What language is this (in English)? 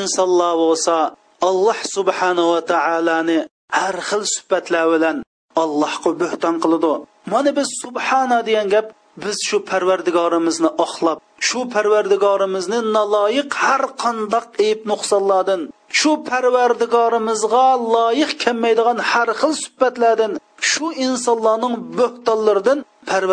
Uyghur